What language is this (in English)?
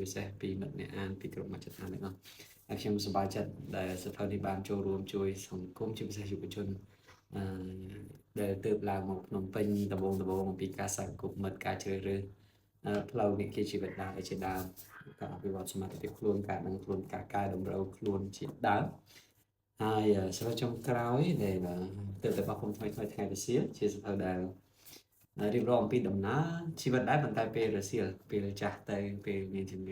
Khmer